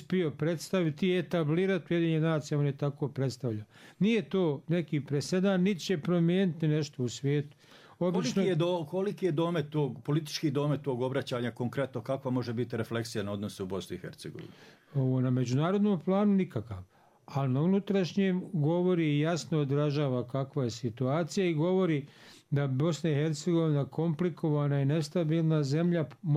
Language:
Bosnian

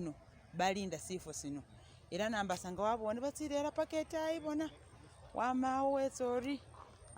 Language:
Masaaba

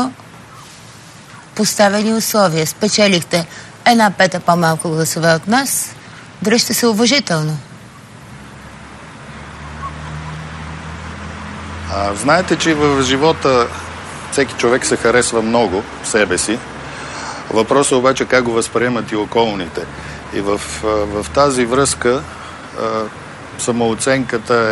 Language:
Bulgarian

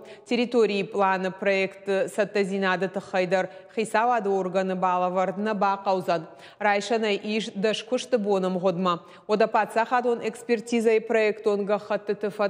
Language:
Ossetic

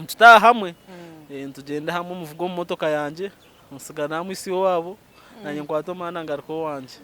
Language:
Nyankole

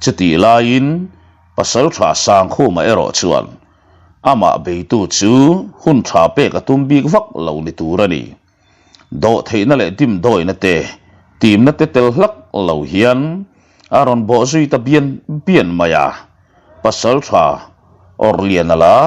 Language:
Mizo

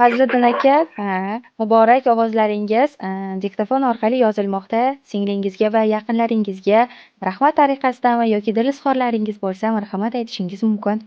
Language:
Uzbek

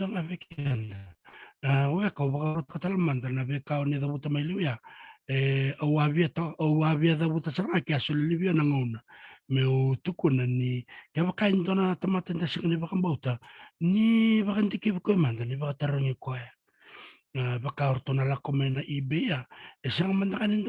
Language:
Fijian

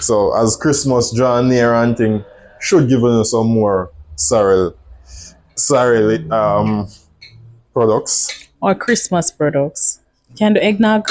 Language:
Jamaican Creole English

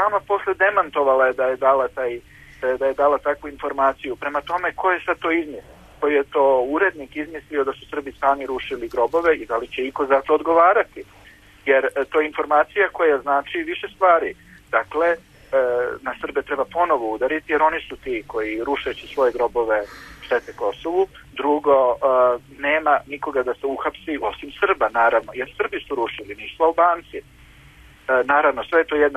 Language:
Serbian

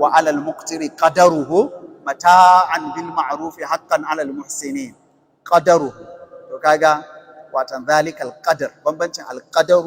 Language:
Hausa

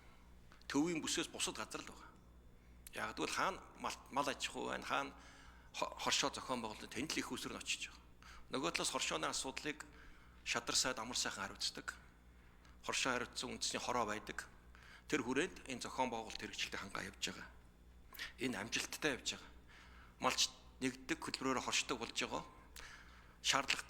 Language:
Mongolian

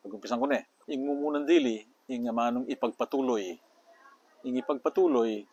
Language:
Pampanga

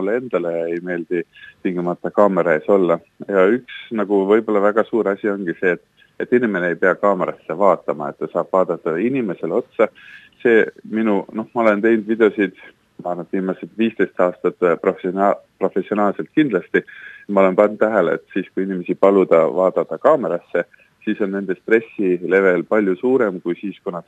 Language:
Estonian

